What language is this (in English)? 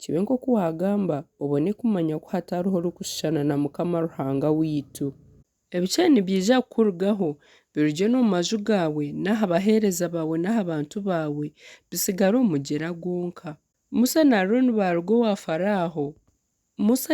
Nyankole